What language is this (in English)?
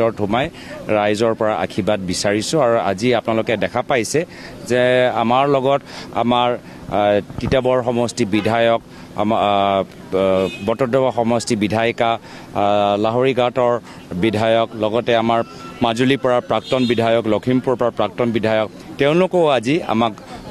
Assamese